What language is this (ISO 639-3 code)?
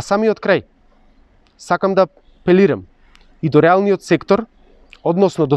mkd